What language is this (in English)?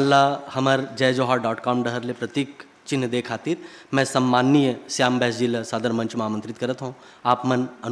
Chhattisgarhi